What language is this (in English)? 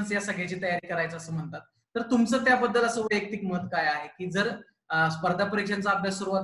Marathi